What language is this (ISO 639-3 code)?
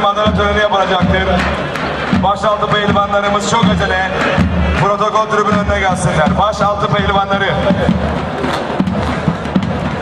tur